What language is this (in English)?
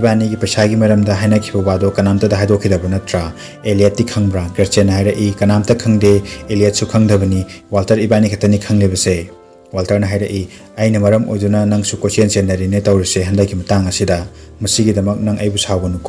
Manipuri